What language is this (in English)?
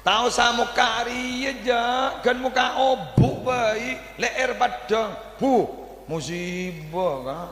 Madurese